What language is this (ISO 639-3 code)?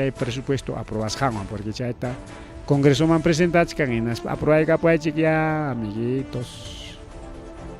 quy